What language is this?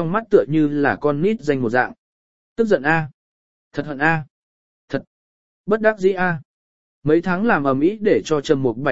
Vietnamese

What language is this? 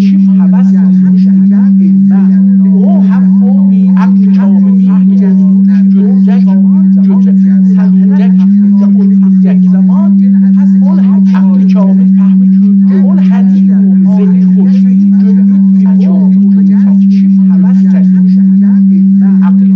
South Azerbaijani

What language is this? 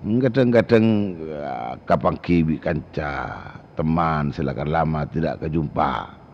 Madurese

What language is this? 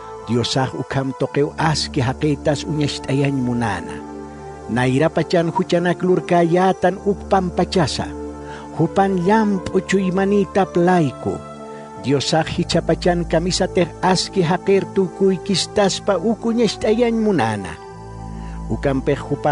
Aymara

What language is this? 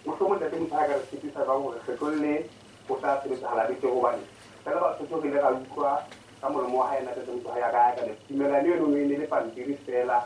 Southern Sotho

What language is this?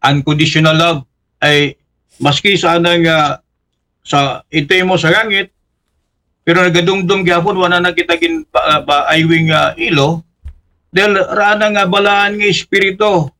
Aklanon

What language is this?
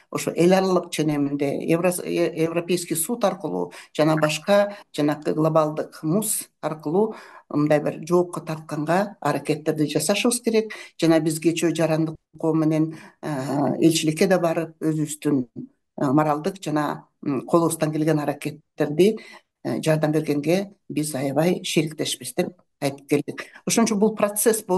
Kyrgyz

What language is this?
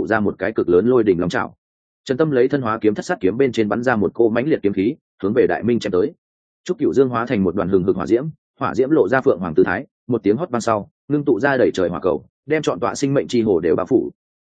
Vietnamese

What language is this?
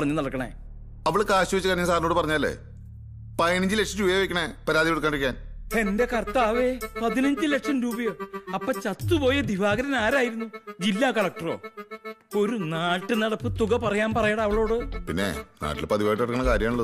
Malayalam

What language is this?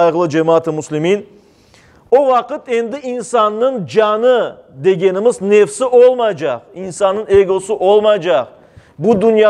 Crimean Tatar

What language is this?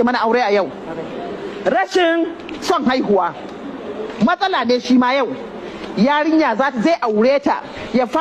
Hausa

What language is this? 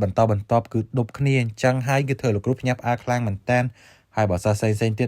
Khmer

